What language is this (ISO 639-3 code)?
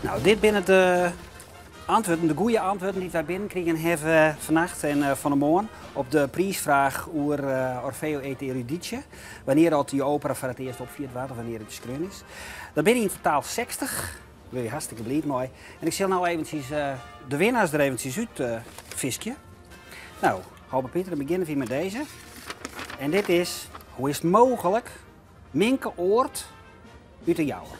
fry